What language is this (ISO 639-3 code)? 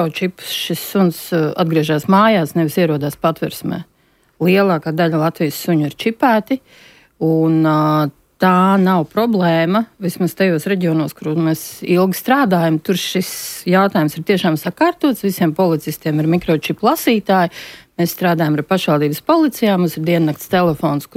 lav